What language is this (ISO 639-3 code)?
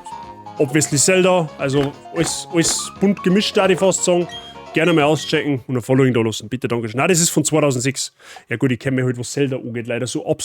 bar